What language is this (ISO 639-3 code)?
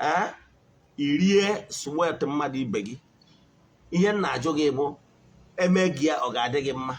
ibo